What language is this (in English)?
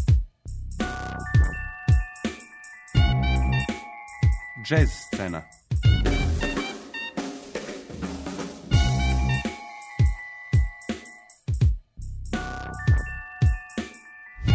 Serbian